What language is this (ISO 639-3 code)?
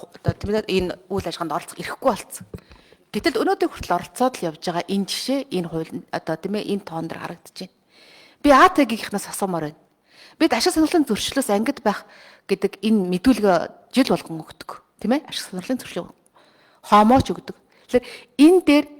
mon